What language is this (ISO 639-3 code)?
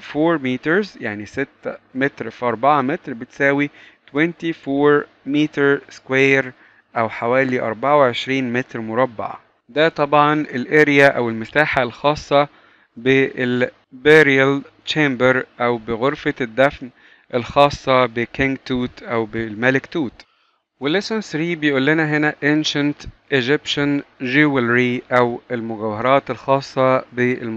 arz